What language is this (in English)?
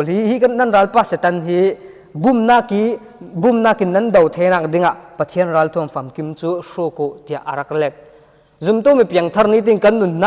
Falam Chin